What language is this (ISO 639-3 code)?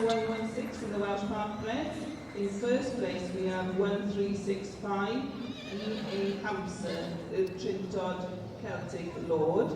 cym